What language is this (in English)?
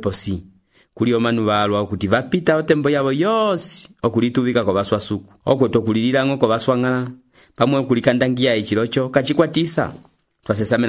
Umbundu